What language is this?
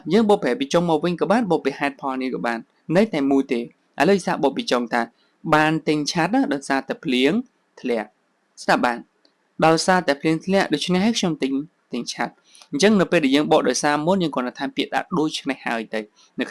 Khmer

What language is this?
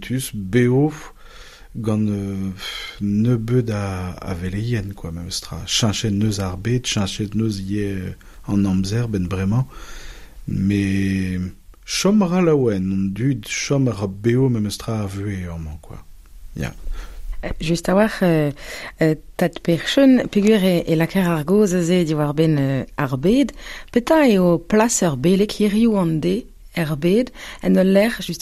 Breton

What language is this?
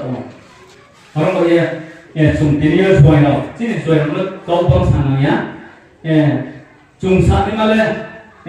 Riang (India)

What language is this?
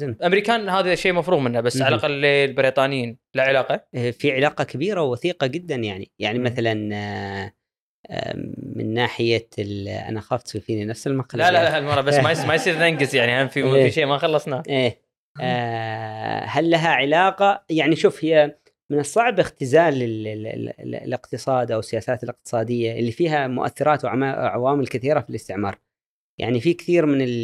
Gulf Arabic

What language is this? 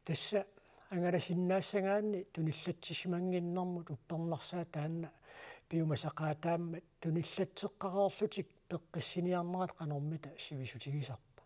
Kalaallisut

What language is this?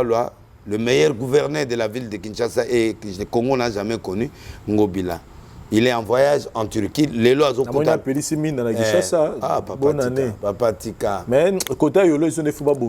Lingala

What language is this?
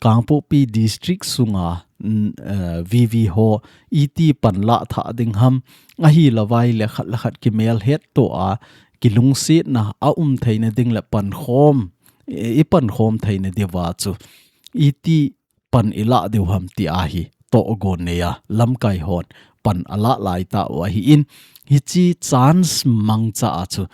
Thado Chin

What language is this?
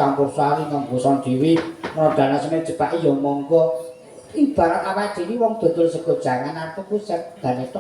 Javanese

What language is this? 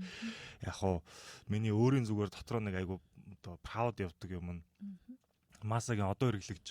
Mongolian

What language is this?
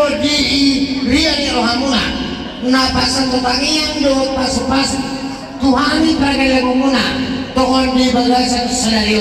Batak Toba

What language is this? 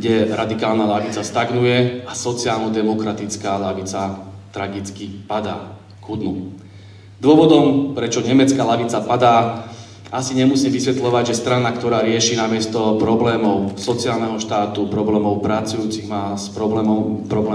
Slovak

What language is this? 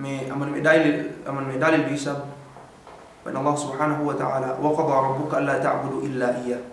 Yakan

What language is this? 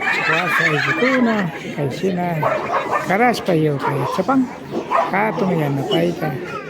Imbabura Highland Quichua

